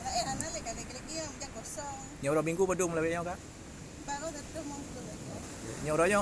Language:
Achinese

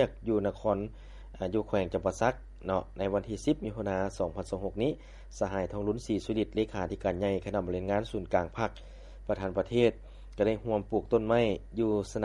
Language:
Lao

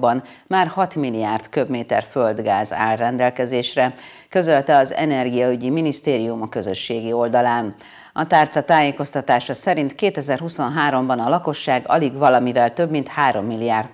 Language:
Hungarian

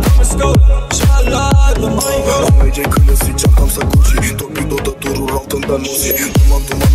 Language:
Turkish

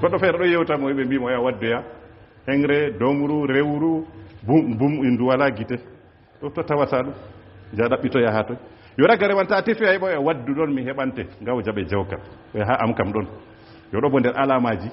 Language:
Fula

